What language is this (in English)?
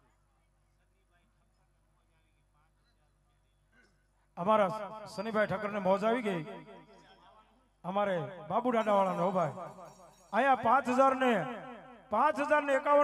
Gujarati